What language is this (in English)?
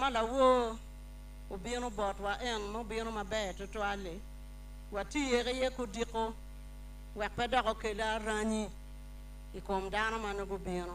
Acoli